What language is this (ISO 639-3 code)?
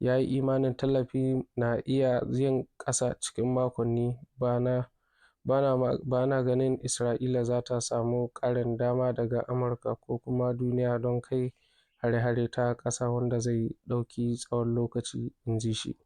hau